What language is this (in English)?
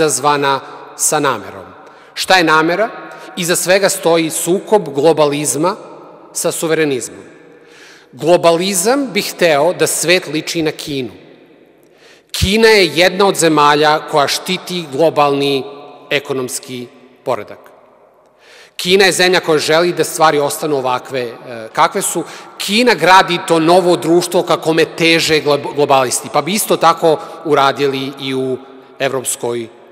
Serbian